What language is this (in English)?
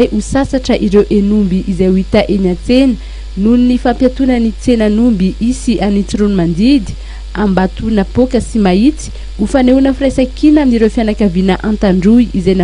Malagasy